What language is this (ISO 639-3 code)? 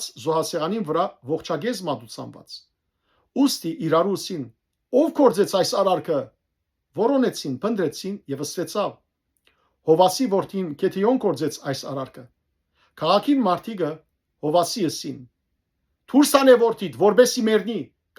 hyw